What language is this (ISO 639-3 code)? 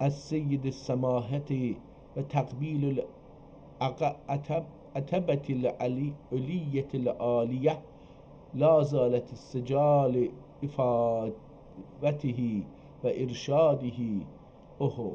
azb